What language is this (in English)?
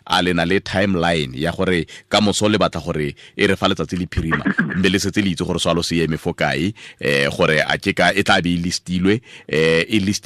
Tswana